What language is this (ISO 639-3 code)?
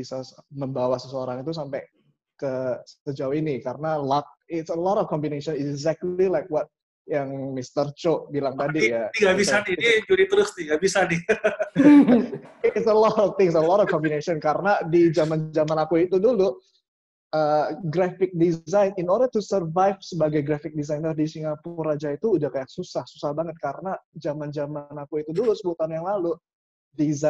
ind